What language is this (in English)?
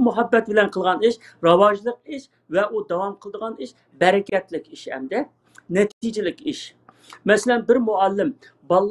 Uyghur